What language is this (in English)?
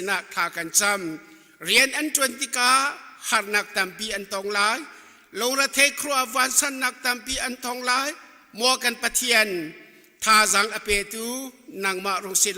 Hakha Chin